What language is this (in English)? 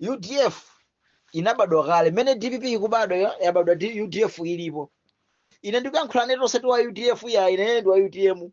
Nyanja